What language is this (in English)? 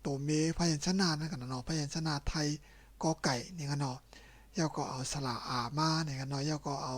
Shan